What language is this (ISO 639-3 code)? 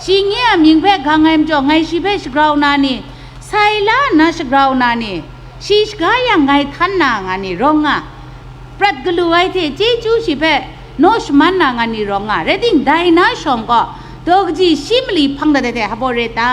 kac